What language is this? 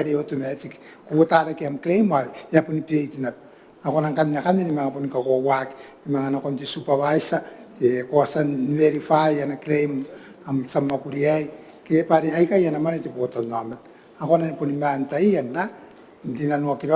Gilbertese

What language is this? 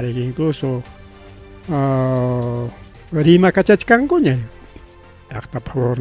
Ayacucho Quechua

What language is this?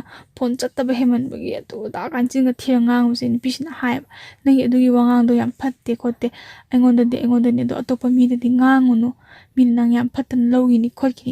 Manipuri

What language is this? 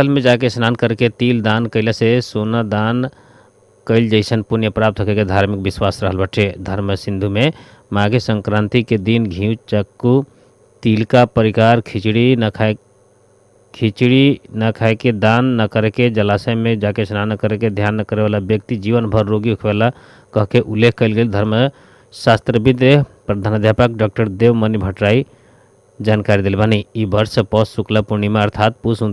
Bhojpuri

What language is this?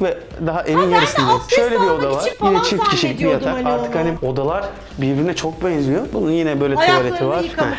Turkish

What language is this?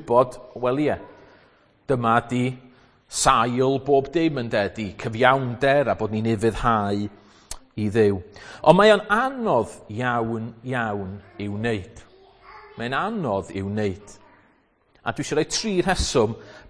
Welsh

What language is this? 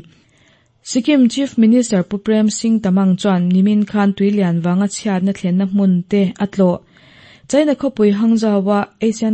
Mizo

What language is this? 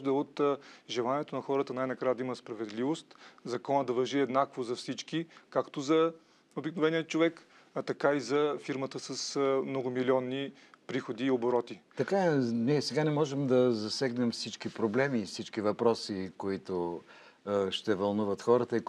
Bulgarian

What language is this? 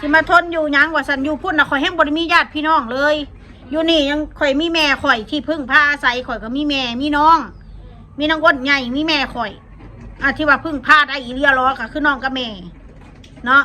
Northeastern Thai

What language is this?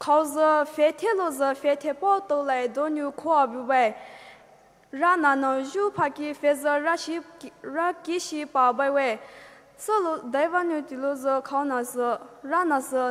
Poumei Naga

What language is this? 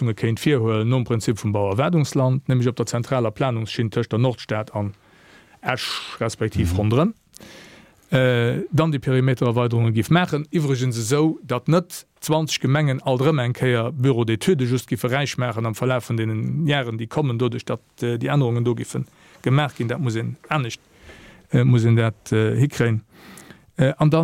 Luxembourgish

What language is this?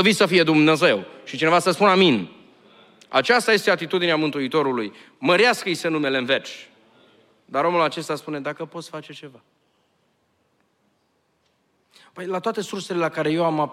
Romanian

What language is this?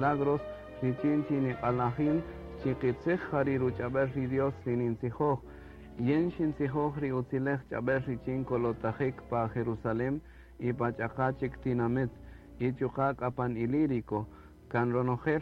Kaqchikel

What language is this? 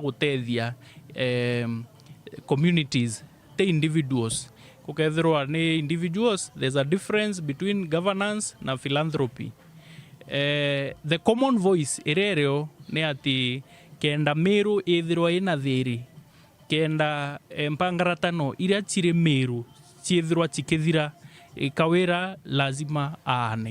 Meru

